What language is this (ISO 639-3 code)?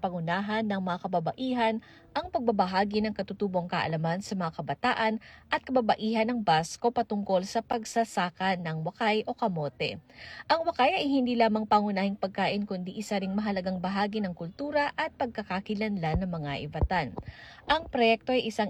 fil